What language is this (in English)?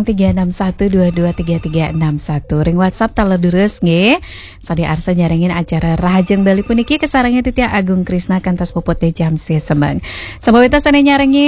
Balinese